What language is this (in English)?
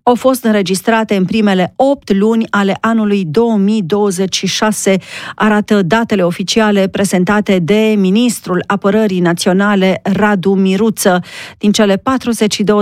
Romanian